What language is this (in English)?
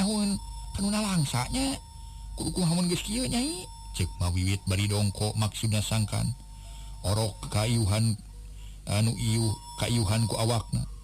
Sundanese